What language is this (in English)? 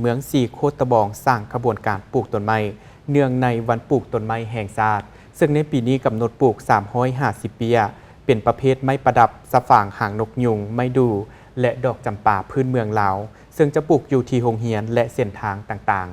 Lao